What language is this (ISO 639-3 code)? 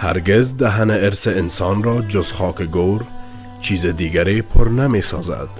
tgk